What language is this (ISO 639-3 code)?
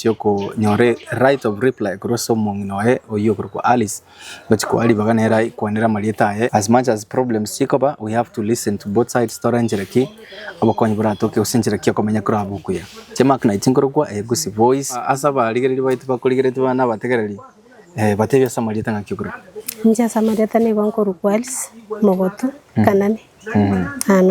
guz